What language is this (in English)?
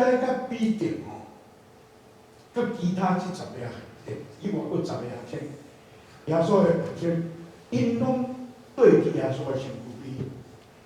Min Nan Chinese